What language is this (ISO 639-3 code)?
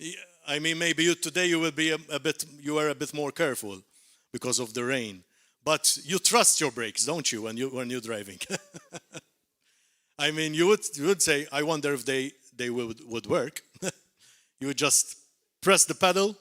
eng